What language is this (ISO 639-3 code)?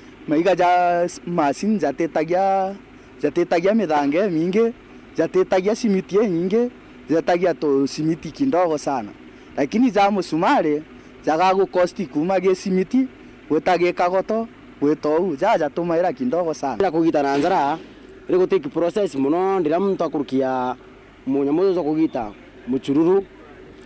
mer